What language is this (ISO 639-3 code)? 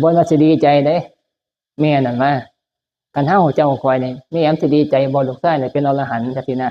tts